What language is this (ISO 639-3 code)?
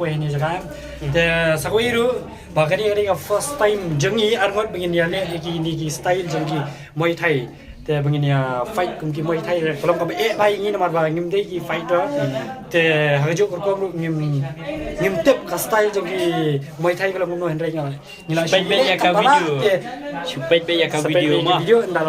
kha